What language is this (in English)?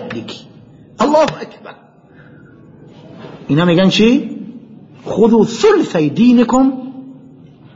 Persian